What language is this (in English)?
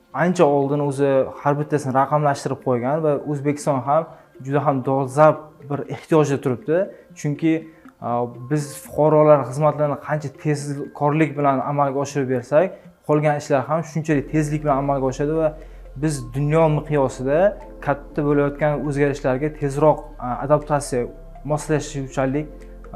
Uzbek